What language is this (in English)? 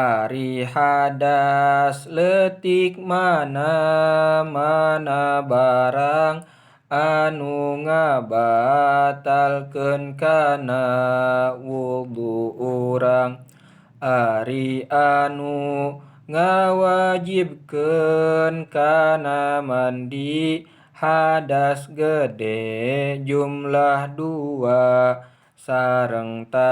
Sundanese